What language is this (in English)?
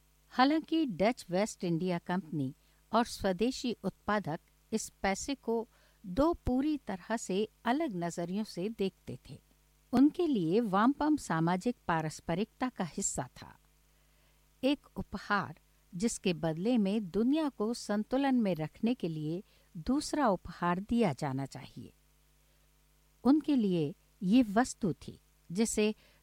Hindi